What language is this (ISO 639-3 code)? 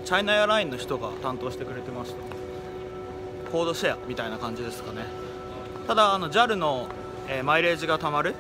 jpn